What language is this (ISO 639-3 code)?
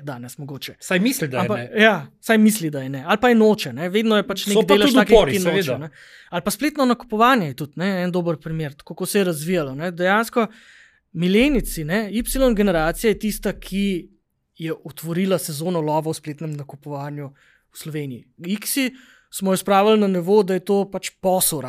slv